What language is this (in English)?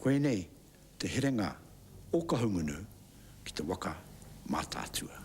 Māori